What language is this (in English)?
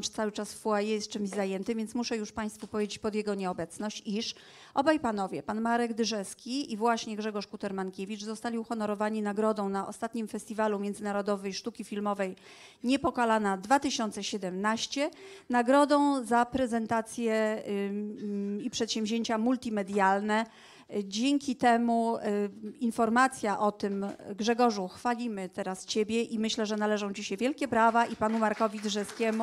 Polish